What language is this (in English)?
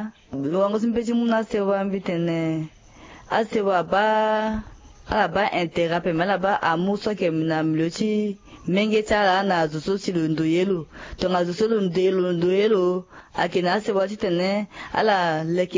Sango